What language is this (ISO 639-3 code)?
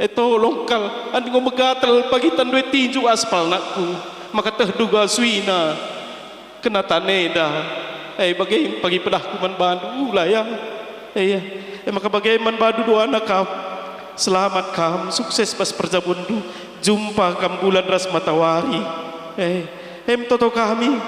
btx